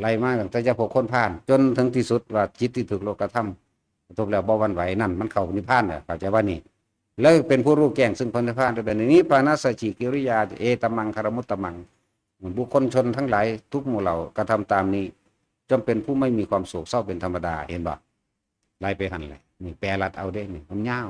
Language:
Northeastern Thai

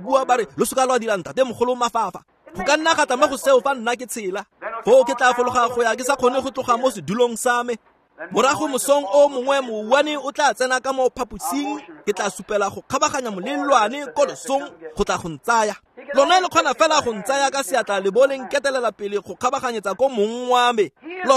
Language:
Tswana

